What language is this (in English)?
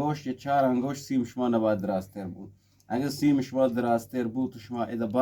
Eastern Balochi